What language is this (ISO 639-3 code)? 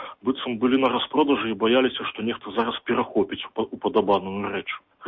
bel